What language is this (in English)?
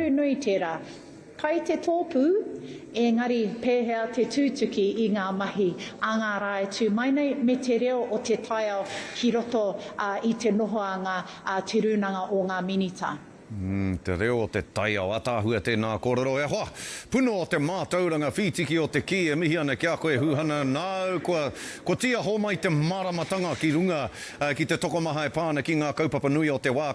Māori